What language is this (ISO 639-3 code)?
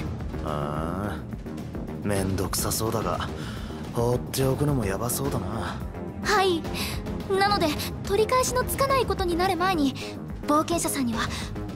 jpn